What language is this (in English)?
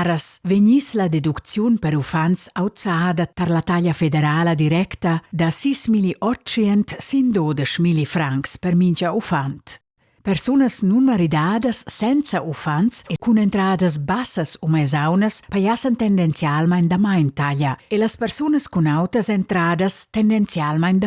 Romansh